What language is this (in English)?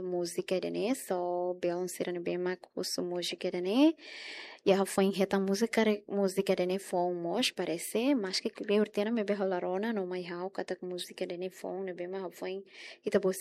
Tetum